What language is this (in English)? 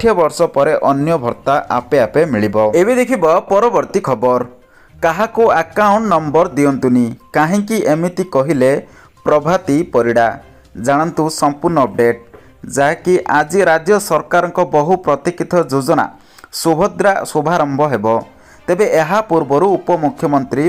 Odia